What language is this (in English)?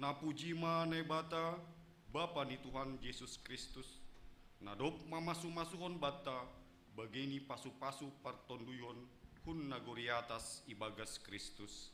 Batak Simalungun